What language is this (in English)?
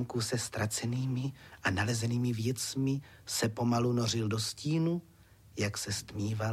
Czech